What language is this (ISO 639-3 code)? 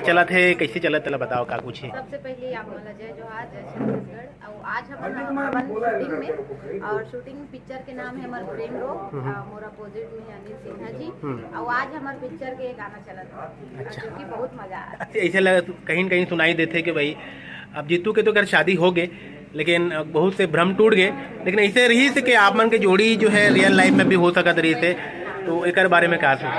hne